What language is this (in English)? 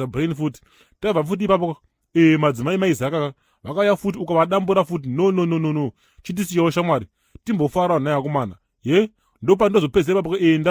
Shona